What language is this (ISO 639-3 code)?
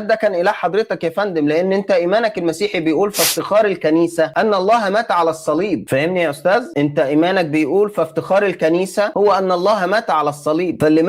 arz